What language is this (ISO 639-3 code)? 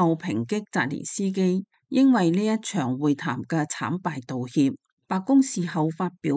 yue